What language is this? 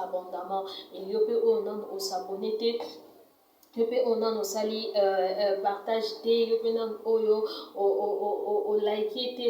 Lingala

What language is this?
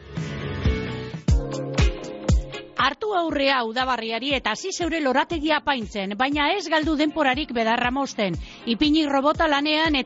Basque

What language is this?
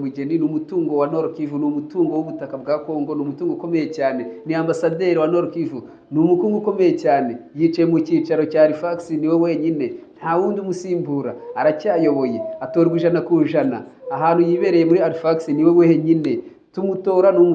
Kinyarwanda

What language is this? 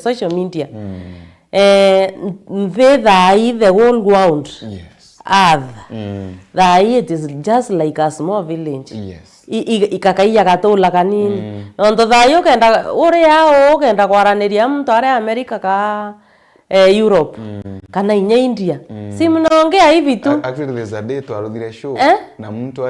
Meru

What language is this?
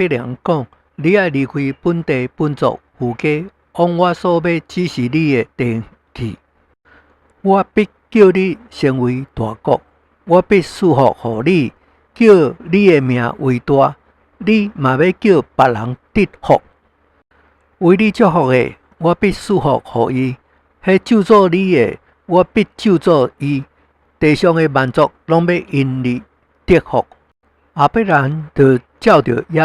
Min Nan Chinese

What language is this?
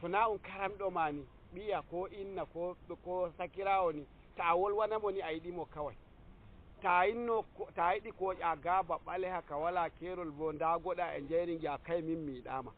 Nigerian Fulfulde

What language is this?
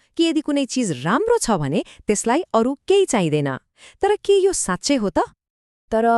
Nepali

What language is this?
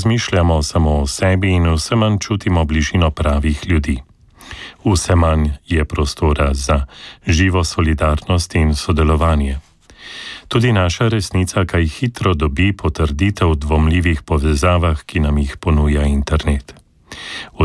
Slovenian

